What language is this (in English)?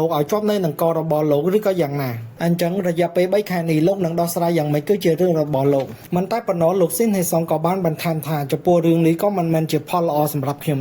Khmer